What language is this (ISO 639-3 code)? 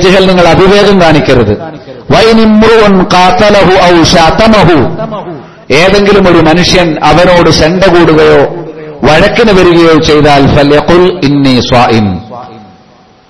mal